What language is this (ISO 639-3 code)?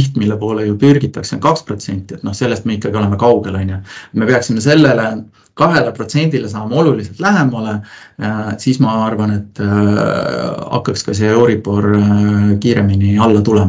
est